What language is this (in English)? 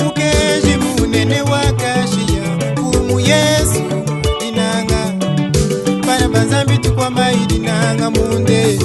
Luba-Lulua